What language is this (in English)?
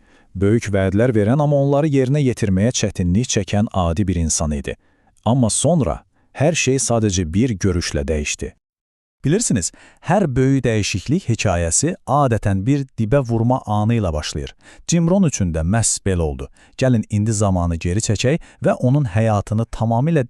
Azerbaijani